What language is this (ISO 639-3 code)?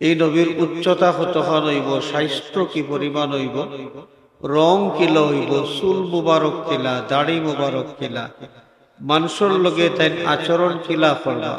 syl